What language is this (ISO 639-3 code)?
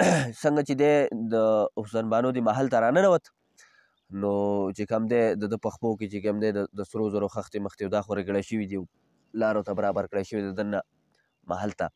pus